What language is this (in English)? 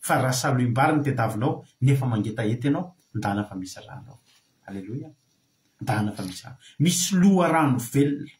Malagasy